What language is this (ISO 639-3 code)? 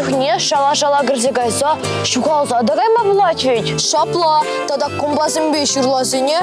chv